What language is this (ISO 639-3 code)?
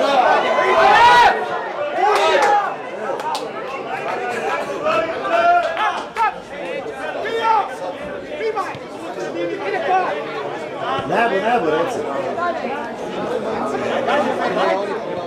hrv